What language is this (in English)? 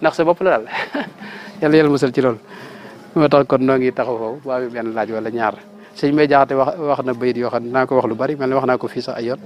Wolof